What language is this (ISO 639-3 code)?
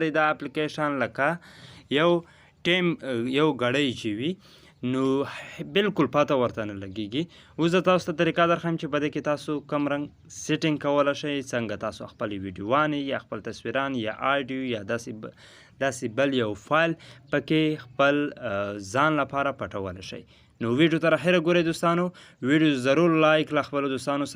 pus